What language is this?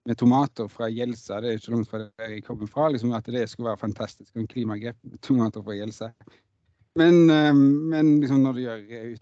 Norwegian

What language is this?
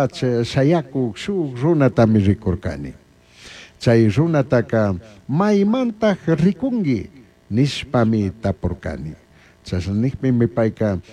Chimborazo Highland Quichua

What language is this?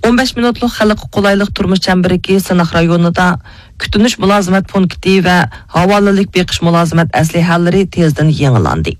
Uyghur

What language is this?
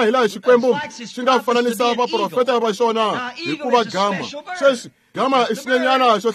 Tsonga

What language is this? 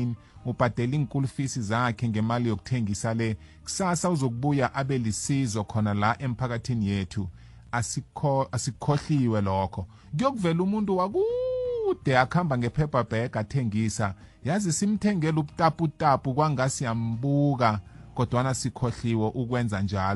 South Ndebele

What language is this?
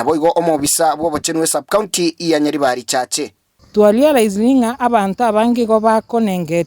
Gusii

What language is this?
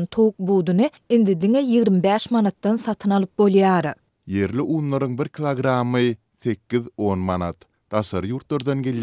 Turkmen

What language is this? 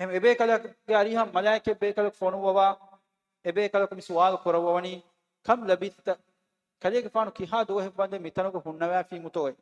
Divehi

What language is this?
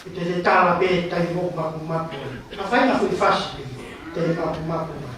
Tongan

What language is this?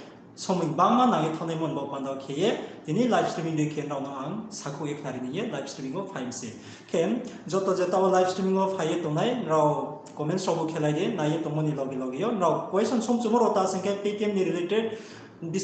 Riang (India)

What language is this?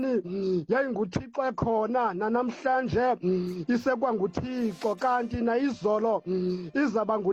Xhosa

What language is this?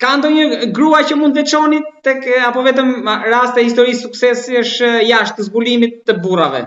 Albanian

